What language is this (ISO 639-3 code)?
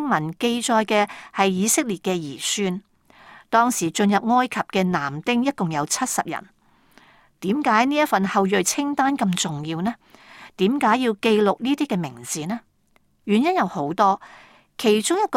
yue